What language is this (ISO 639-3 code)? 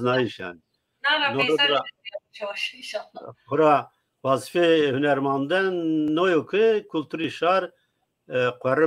zza